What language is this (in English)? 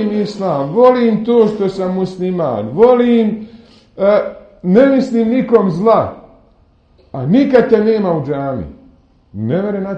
Bosnian